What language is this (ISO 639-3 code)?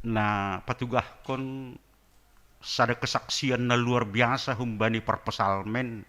bts